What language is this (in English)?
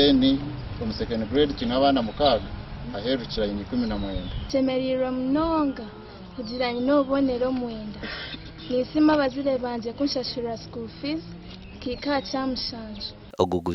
Nyankole